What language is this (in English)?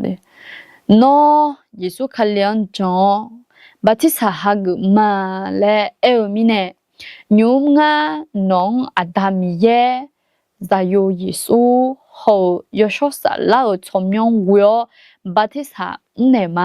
Akha